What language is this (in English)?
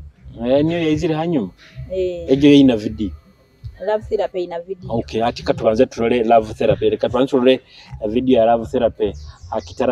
Nyoro